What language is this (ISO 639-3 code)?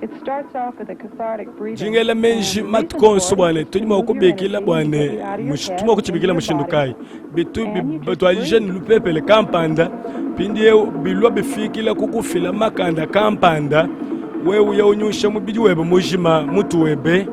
lua